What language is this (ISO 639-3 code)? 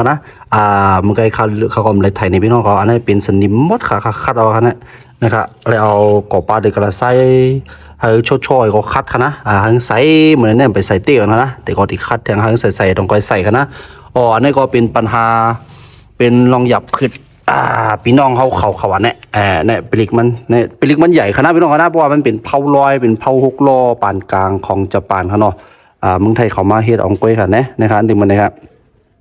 shn